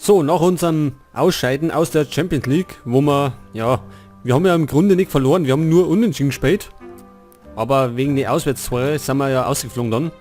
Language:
Bavarian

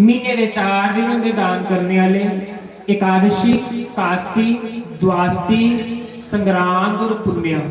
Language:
Dogri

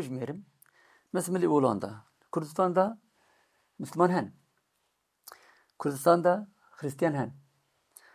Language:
Kurdish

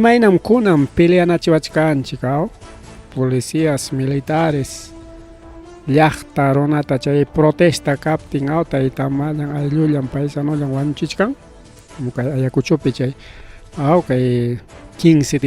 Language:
Ayacucho Quechua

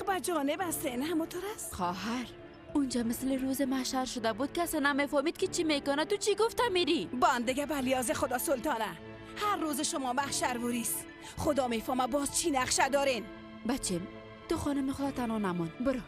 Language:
Persian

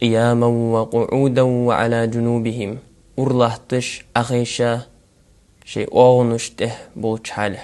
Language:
Ingush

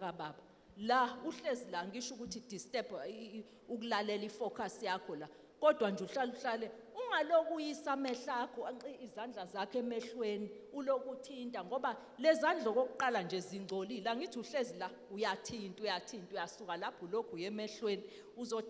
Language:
Zulu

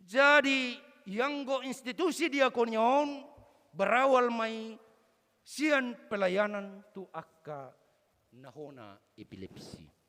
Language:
Batak Toba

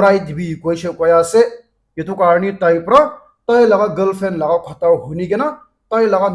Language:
Naga Pidgin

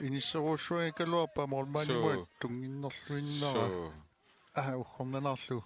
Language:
Kalaallisut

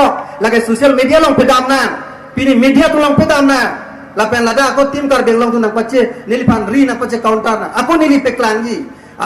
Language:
Karbi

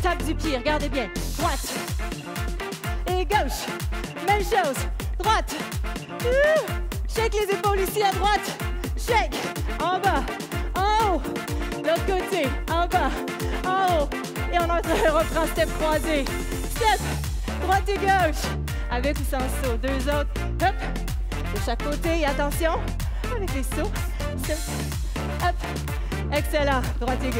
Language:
French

